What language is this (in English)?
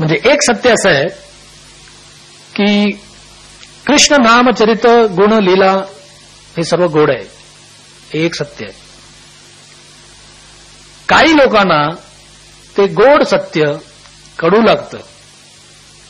Marathi